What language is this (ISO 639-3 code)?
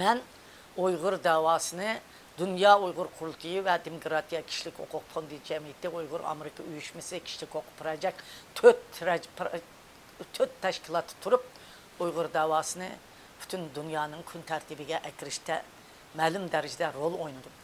uig